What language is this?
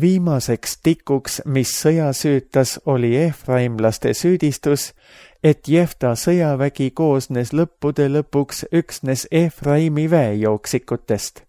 Estonian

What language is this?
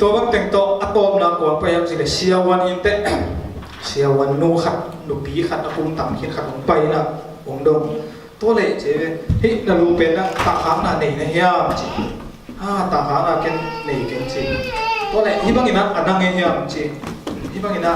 Tedim Chin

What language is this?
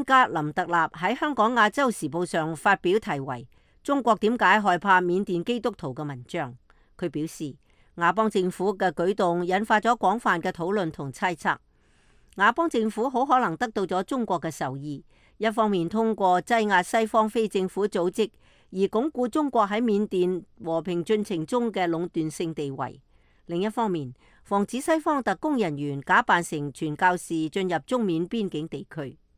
Cantonese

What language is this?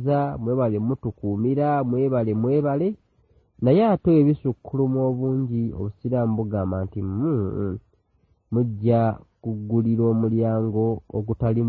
Ganda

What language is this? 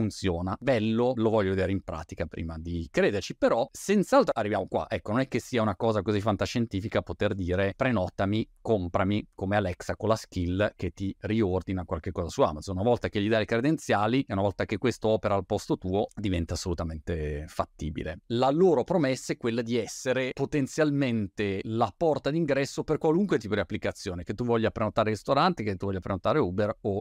Italian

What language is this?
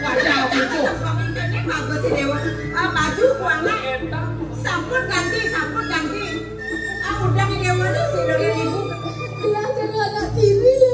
Balinese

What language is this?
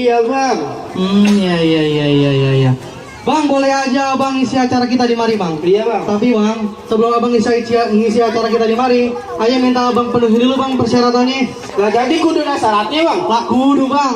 Betawi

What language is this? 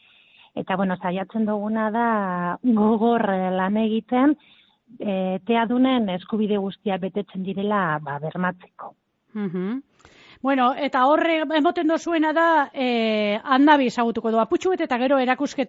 Basque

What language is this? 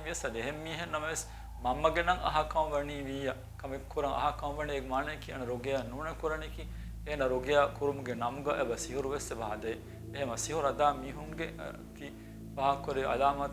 Divehi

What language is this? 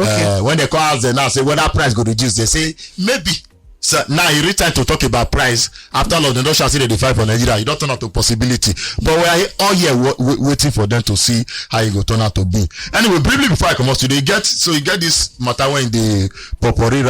Nigerian Pidgin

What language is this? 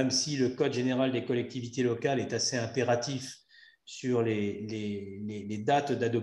French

